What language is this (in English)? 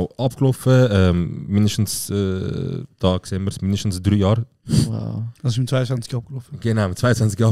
Swiss German